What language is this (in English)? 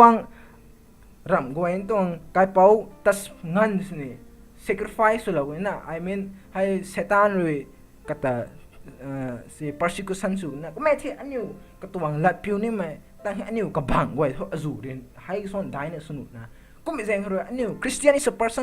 Rongmei Naga